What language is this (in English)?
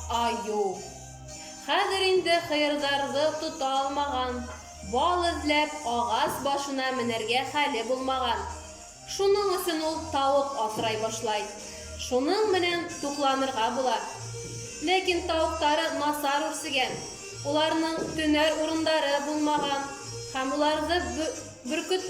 Bashkir